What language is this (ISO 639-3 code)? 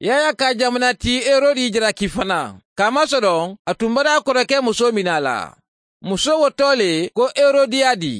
man